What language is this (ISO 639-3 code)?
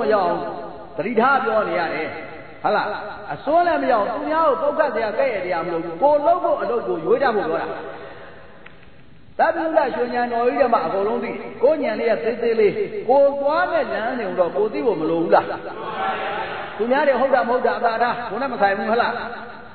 mya